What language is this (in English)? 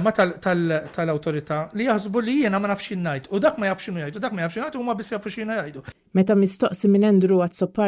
Maltese